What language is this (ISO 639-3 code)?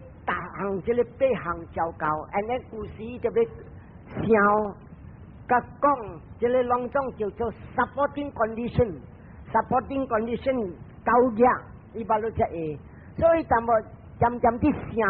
nan